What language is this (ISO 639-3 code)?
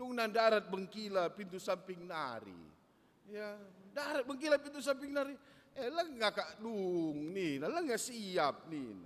btx